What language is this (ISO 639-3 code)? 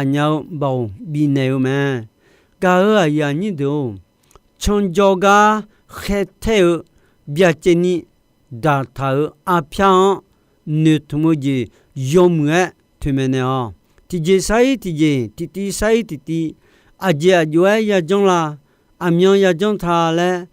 ahk